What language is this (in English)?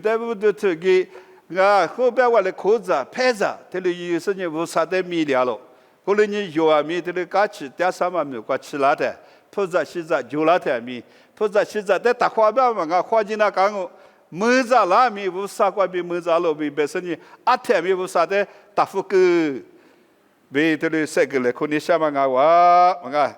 Lisu